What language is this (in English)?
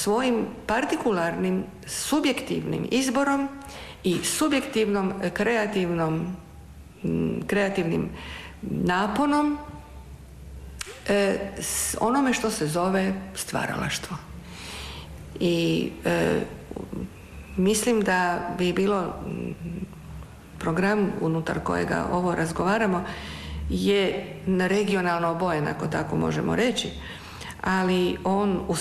Croatian